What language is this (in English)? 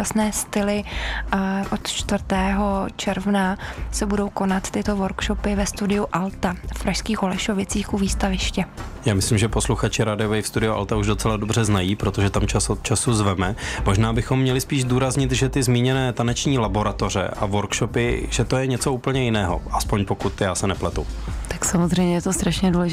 Czech